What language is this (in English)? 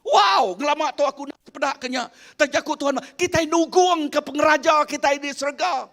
Iban